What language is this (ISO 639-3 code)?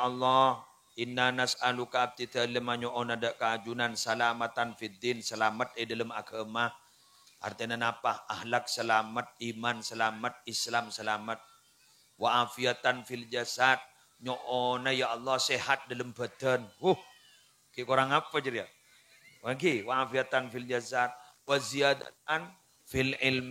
mad